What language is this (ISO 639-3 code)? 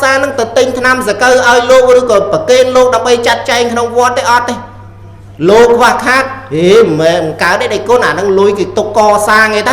khm